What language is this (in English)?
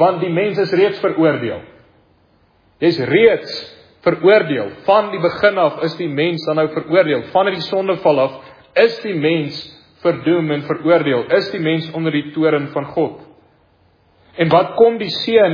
Afrikaans